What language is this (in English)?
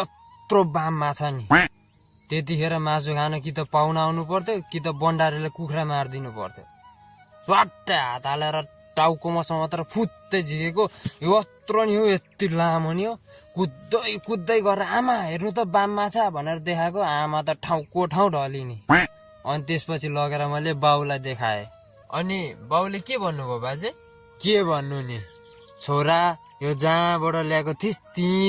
Nepali